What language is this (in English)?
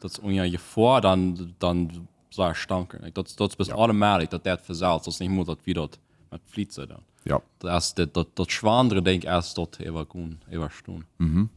Plautdietsch